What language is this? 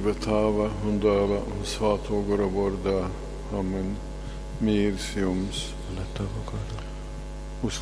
Latgalian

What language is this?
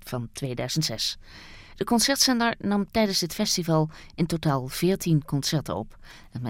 Dutch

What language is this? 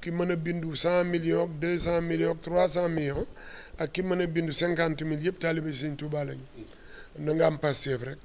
Wolof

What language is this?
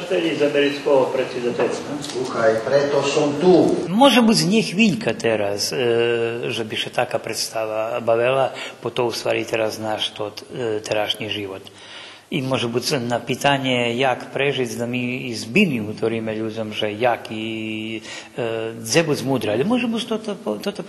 Rusyn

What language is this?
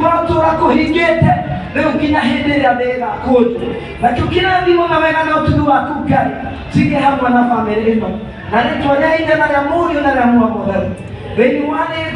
Kikuyu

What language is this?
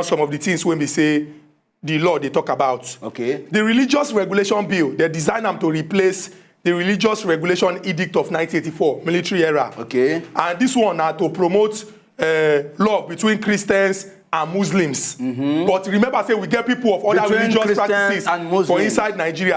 Nigerian Pidgin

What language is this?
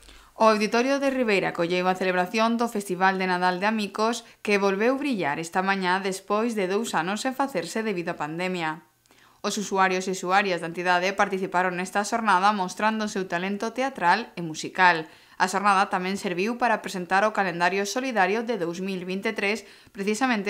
Galician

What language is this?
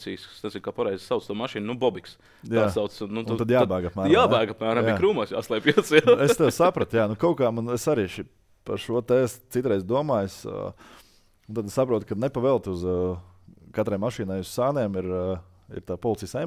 Latvian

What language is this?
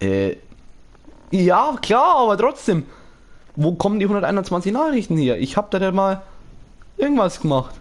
Bavarian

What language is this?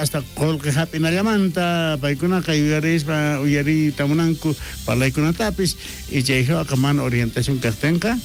South Bolivian Quechua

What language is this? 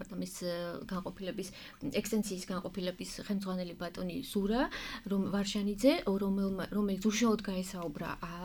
Georgian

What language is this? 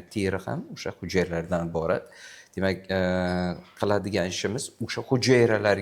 Uzbek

